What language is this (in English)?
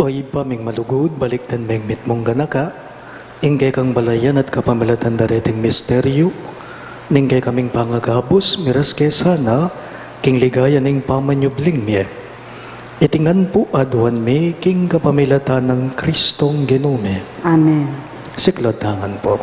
Pampanga